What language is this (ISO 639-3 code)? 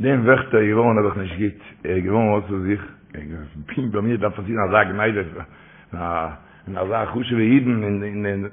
yid